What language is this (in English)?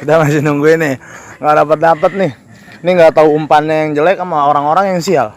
Betawi